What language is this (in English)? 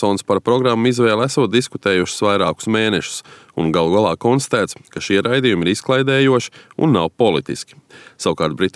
Latvian